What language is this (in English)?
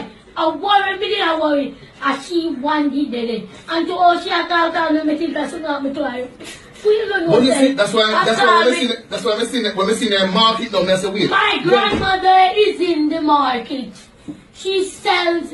Jamaican Creole English